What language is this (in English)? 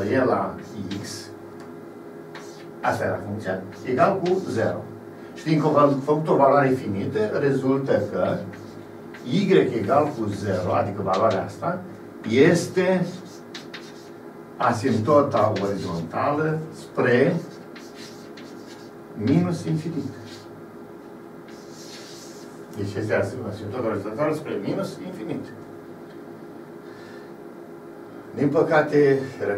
Romanian